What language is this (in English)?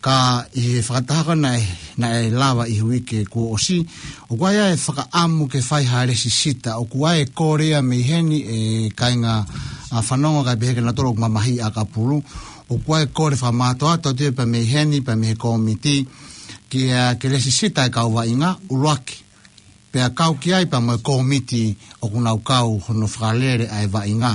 Tongan